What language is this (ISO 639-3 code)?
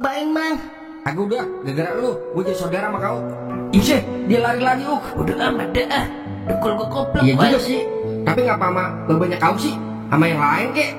bew